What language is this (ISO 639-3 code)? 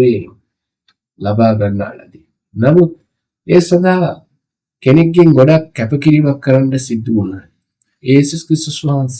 sin